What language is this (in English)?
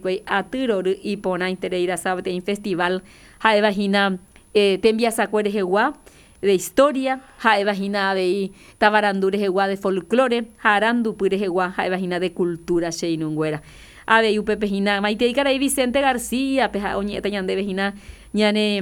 Guarani